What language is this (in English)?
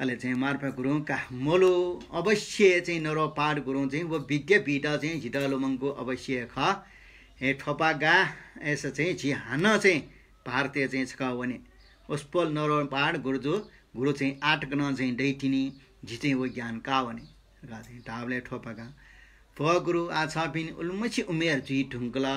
Newari